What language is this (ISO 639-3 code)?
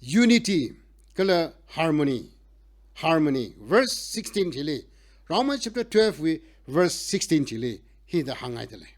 nmf